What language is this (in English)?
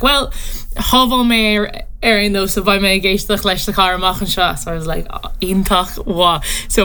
Irish